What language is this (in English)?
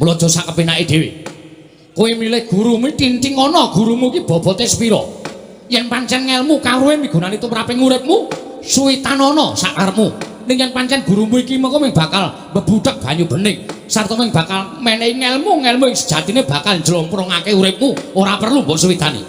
Javanese